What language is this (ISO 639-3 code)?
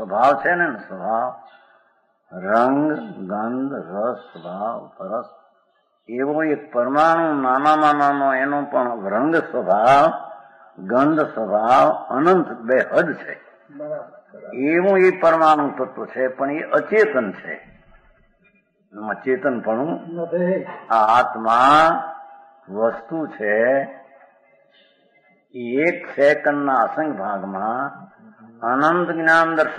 guj